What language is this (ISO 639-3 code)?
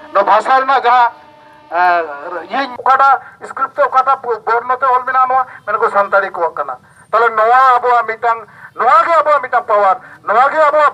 sat